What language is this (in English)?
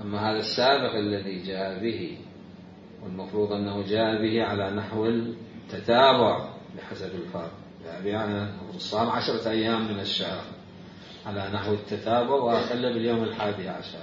Mesopotamian Arabic